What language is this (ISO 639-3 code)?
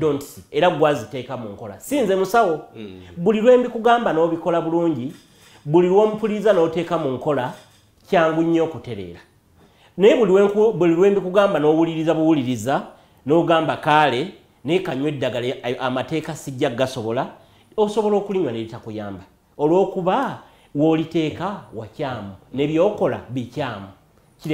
lug